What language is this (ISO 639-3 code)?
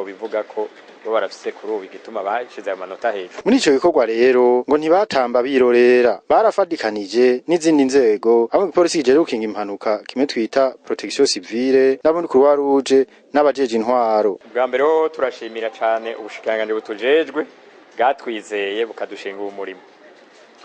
run